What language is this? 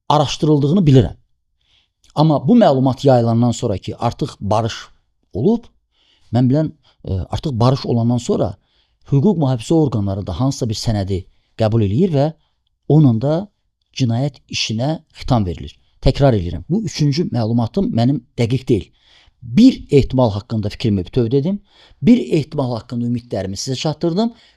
Azerbaijani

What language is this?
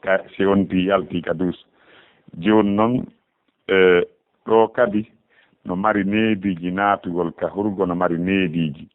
Fula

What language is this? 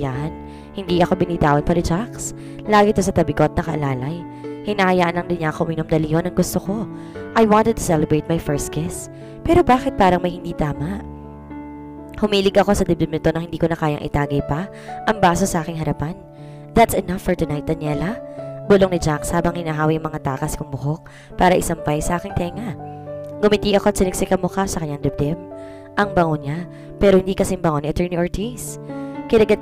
Filipino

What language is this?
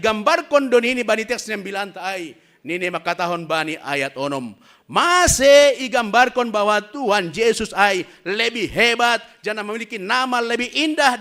Batak Simalungun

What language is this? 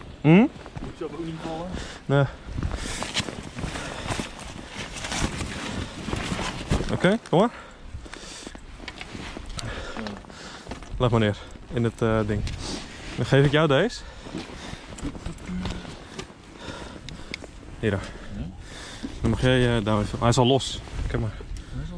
Dutch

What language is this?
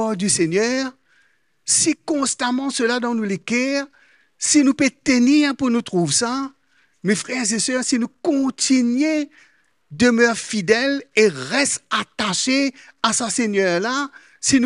Morisyen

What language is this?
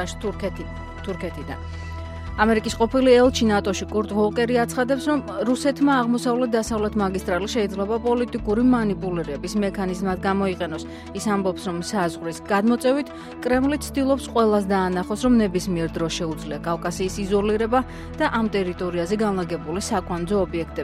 Georgian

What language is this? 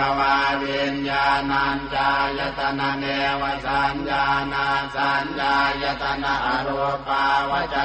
Pali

